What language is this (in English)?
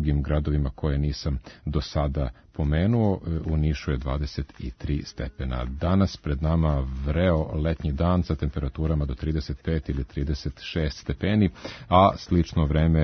Serbian